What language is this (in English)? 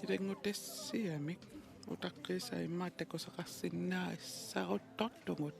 Kalaallisut